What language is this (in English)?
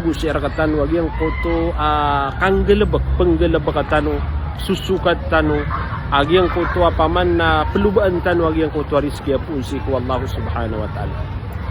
Maranao